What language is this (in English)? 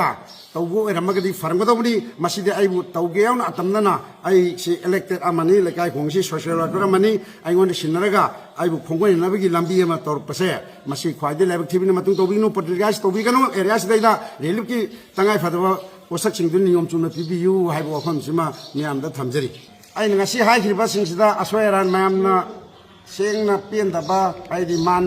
Manipuri